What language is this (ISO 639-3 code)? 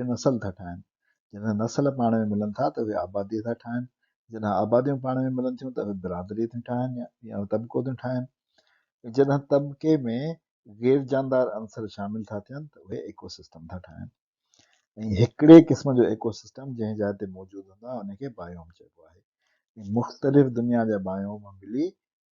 snd